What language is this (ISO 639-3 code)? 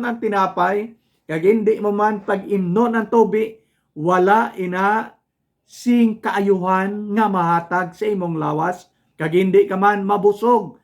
hil